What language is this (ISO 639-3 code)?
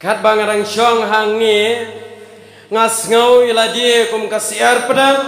kha